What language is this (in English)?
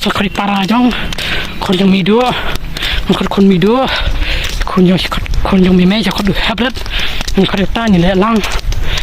Khasi